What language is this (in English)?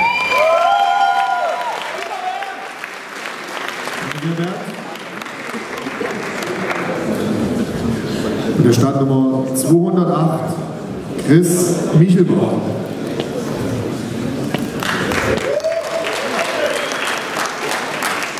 German